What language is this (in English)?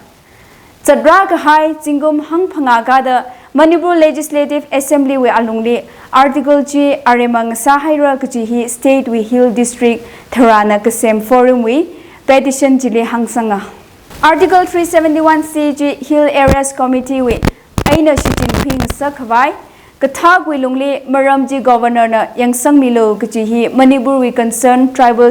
Tangkhul Naga (India)